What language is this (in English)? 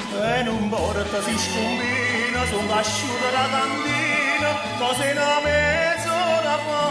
Neapolitan